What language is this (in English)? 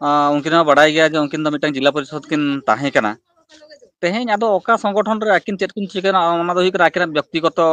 Santali